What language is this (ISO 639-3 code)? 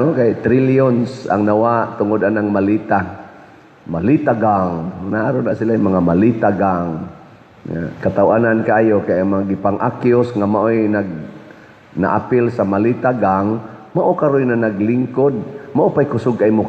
ceb